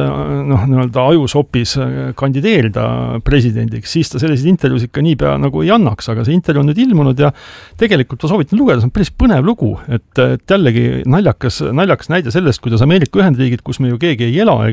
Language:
Estonian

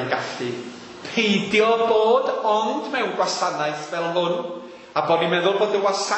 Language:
Welsh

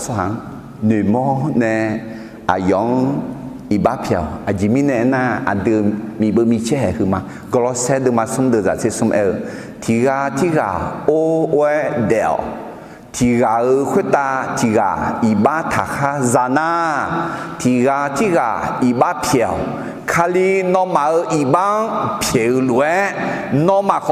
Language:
Akha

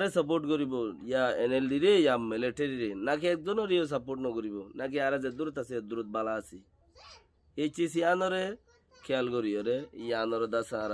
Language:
Rohingya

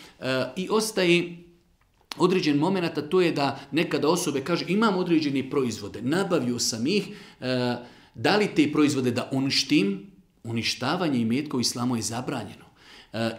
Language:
Bosnian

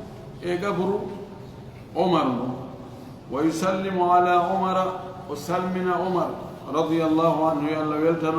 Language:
Fula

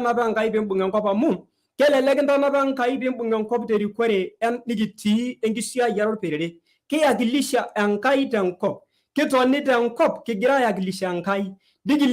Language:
Masai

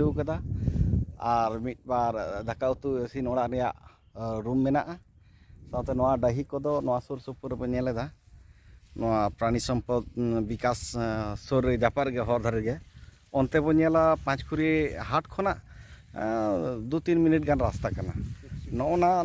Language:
Santali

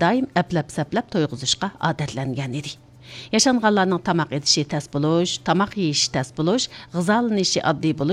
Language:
Uyghur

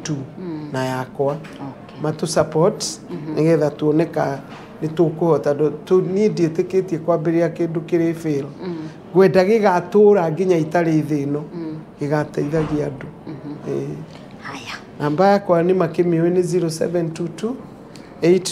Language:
Kikuyu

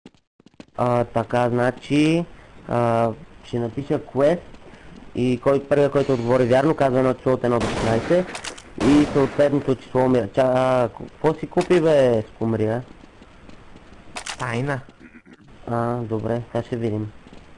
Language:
Bulgarian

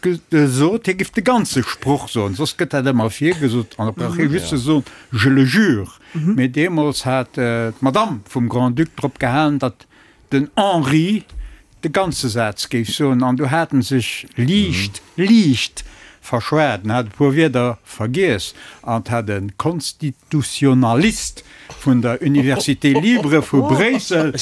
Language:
Luxembourgish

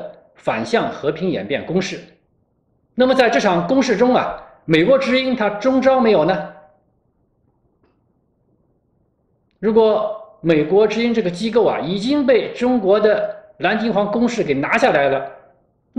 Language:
Chinese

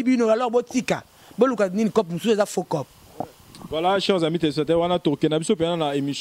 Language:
Lingala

